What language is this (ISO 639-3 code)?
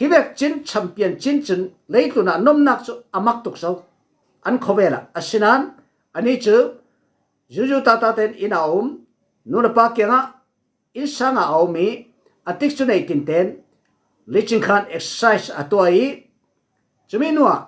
cfm